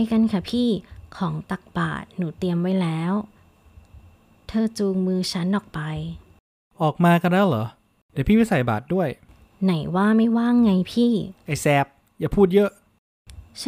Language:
Thai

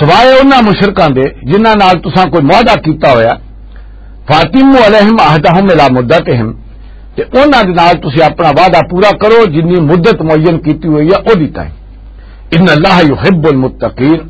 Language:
Western Panjabi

